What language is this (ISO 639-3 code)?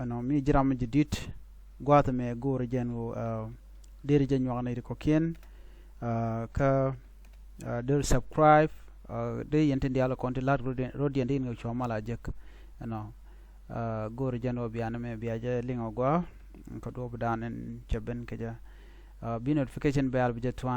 nus